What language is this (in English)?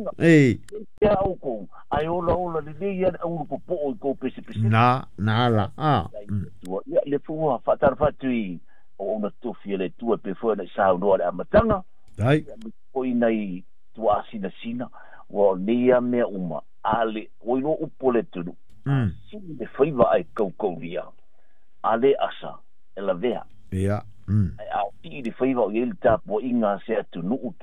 Samoan